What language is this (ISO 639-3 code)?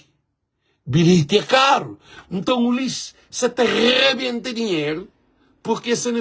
kea